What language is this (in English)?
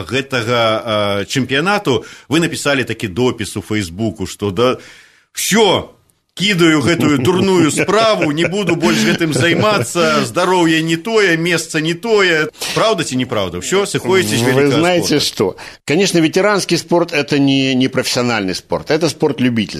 Belarusian